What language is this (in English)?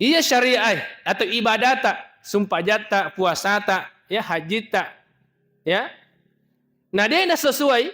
Buginese